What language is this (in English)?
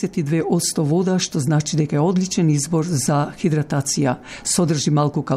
Macedonian